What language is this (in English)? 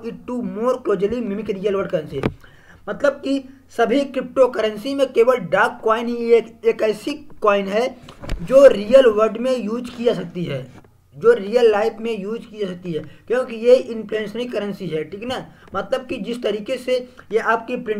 Hindi